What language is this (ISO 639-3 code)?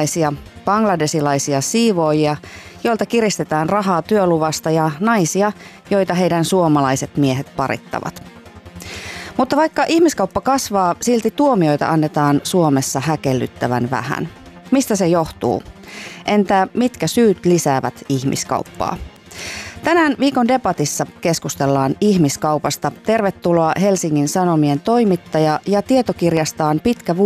fin